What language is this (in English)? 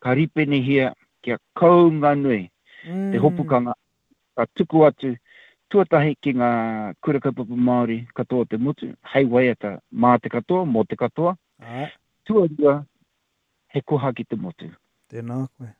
Māori